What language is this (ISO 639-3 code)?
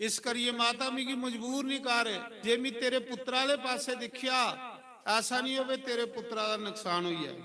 doi